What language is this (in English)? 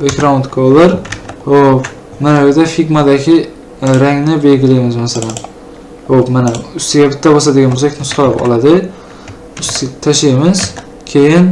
Uzbek